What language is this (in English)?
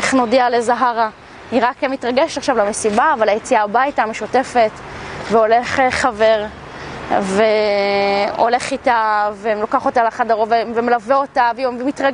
Hebrew